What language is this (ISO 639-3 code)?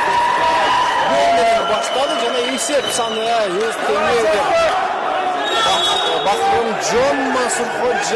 kir